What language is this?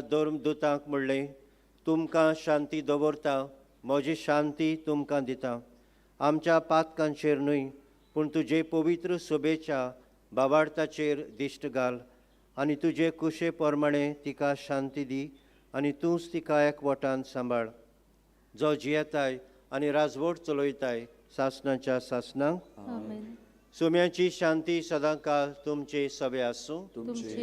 Konkani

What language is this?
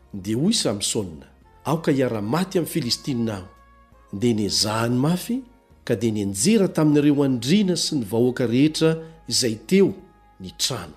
Malagasy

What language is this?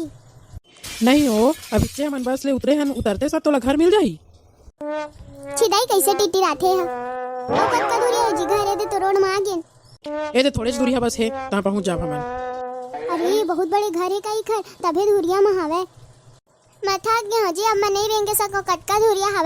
Chhattisgarhi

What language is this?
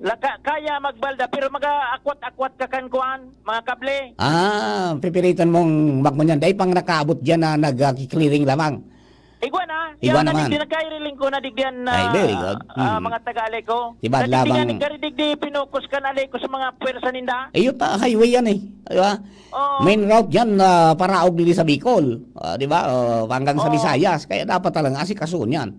Bikol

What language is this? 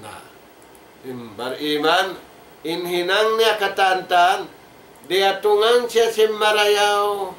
Tausug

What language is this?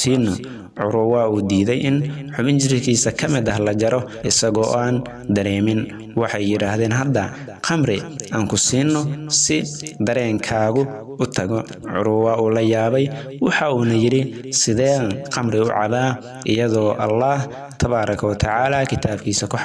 Somali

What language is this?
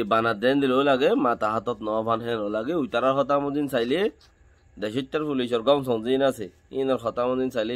Rohingya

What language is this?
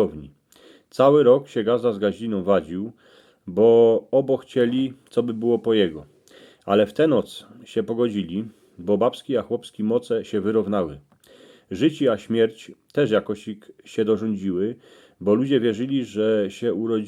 Silesian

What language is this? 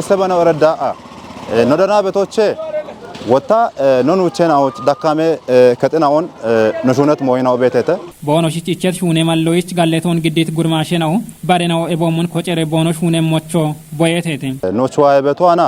Kafa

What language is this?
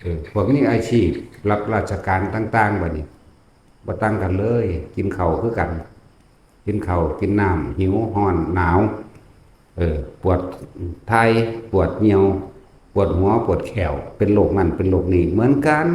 Northeastern Thai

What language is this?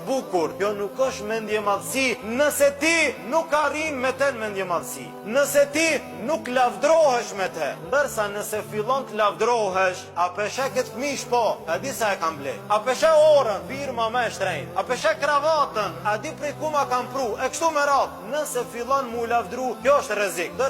Albanian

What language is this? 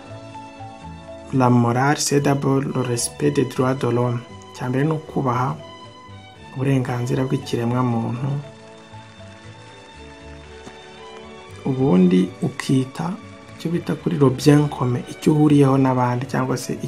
Kinyarwanda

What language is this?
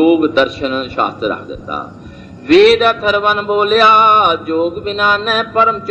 Punjabi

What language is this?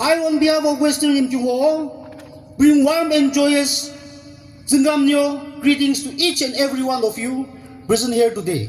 Yimchungru Naga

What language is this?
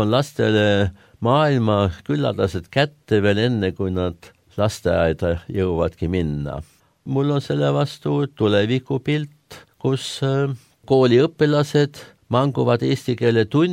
Estonian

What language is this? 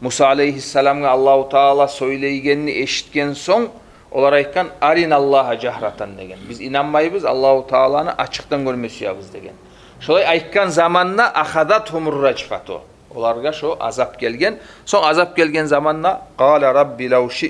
Kumyk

